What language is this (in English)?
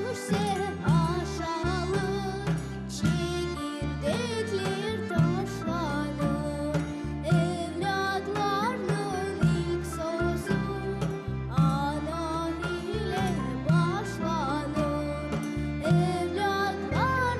Crimean Tatar